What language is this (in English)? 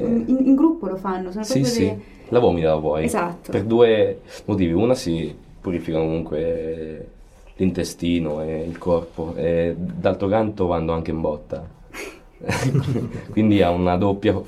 Italian